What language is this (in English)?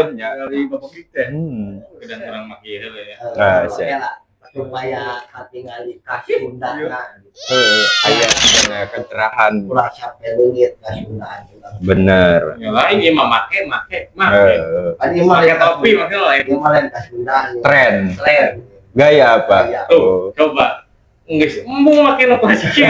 Sundanese